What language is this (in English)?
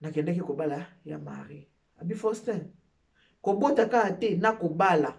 Lingala